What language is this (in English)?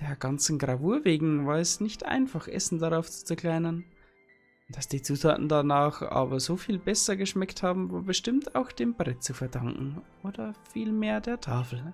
Bavarian